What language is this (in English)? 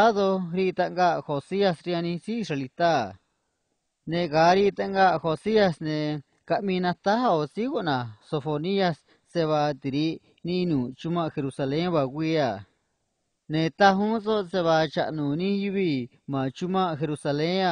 Copala Triqui